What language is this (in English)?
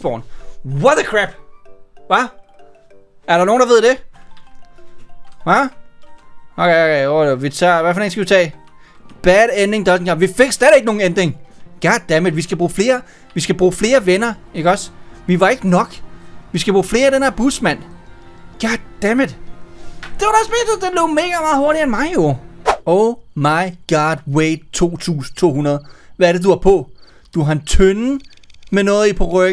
Danish